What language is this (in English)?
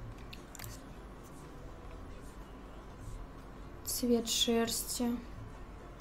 Russian